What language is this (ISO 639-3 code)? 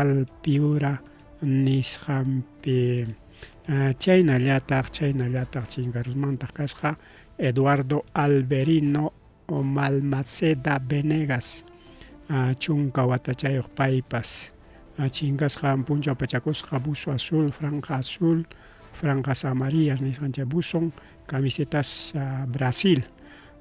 quy